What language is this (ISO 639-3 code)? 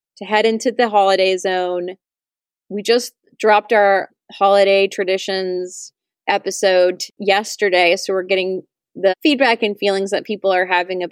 eng